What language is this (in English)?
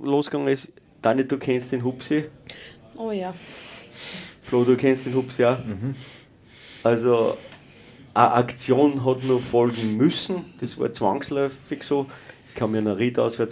German